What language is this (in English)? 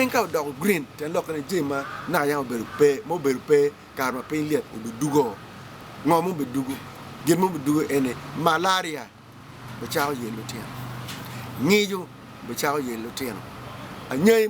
Acoli